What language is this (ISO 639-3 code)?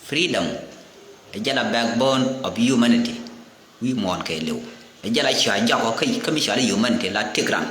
nus